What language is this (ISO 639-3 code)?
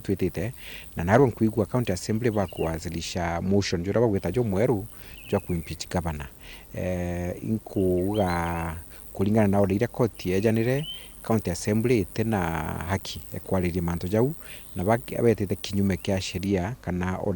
mer